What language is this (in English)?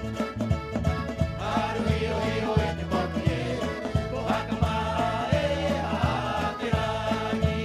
Rapanui